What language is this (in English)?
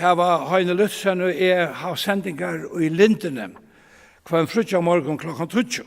Faroese